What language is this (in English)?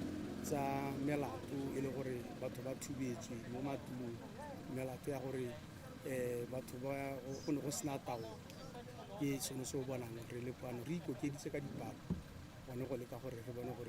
Tswana